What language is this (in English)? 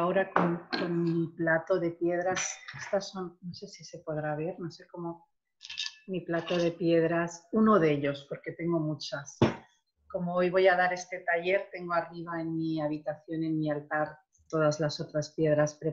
Spanish